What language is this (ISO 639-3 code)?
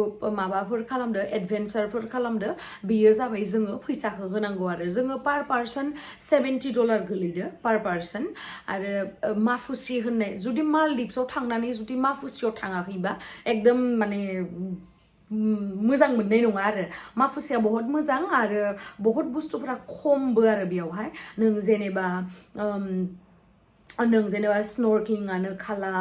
brx